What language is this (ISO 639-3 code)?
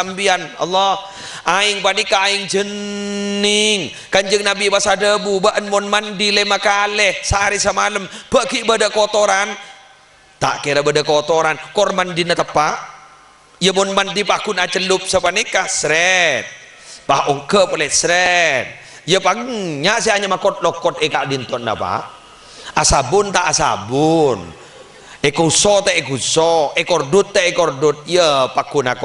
mad